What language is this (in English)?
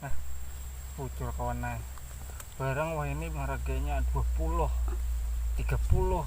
Banjar